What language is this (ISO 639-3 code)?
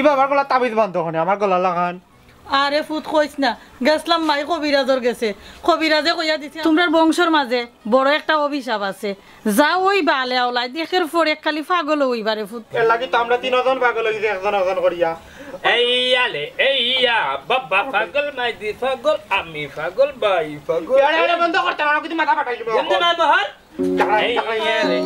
syl